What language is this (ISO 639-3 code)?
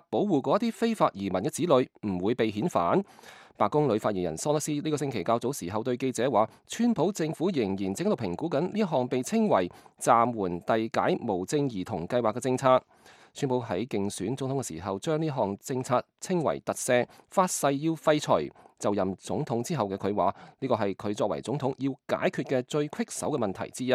yue